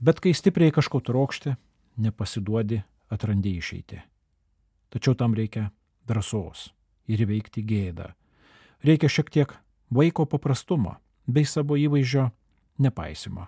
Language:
Lithuanian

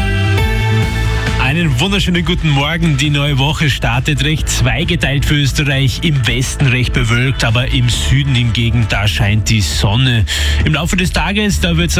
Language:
German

